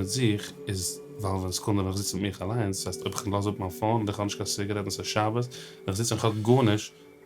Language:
Yiddish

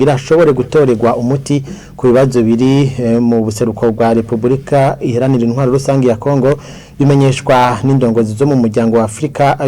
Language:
Rundi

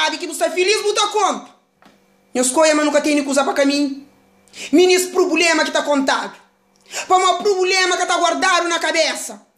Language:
Kabuverdianu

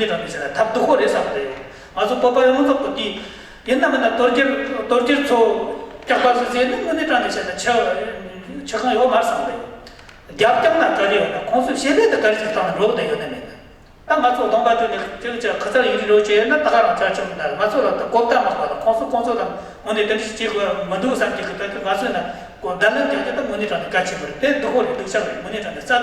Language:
Tibetan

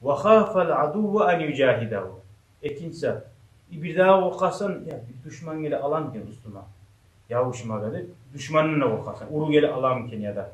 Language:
Kumyk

